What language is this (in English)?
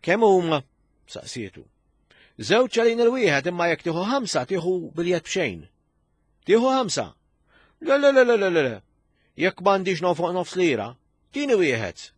Maltese